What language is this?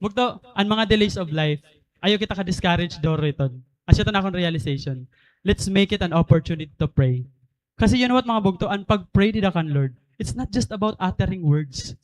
Waray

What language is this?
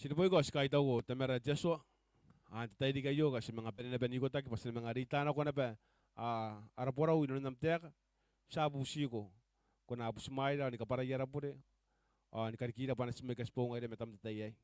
Gilbertese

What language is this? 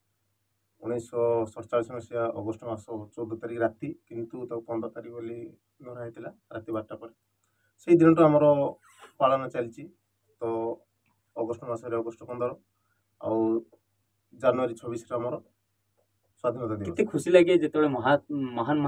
Odia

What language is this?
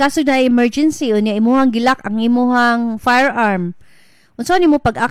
Cebuano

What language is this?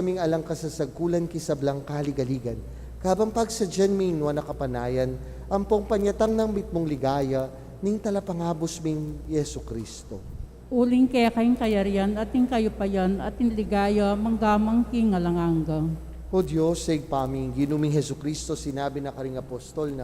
Pampanga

